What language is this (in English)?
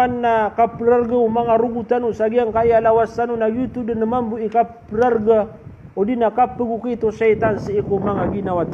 Maranao